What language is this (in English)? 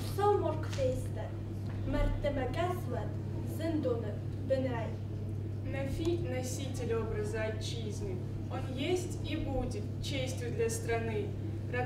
Ossetic